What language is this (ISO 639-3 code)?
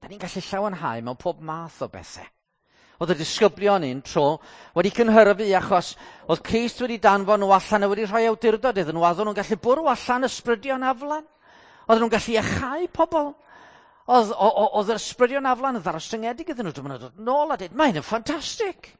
cym